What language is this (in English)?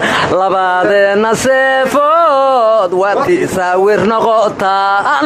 Somali